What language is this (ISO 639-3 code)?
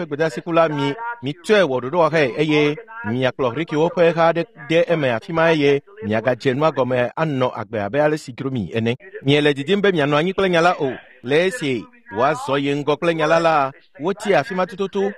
ewe